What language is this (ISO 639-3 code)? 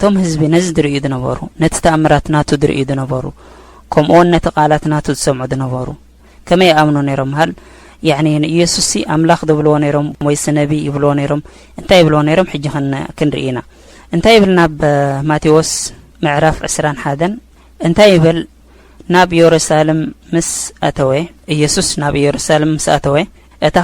tir